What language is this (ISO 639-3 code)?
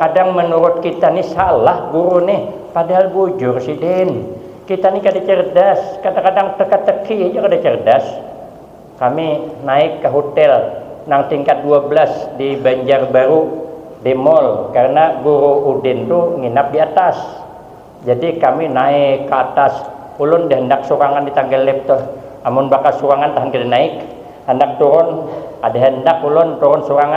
bjn